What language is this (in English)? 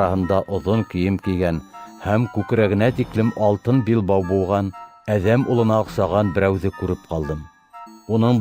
Bashkir